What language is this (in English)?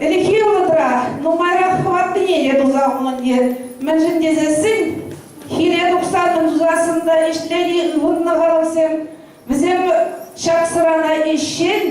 Chuvash